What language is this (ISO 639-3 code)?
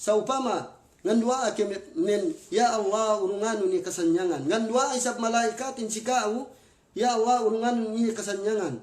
yka